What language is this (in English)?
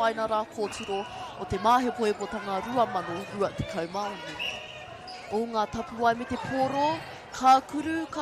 Māori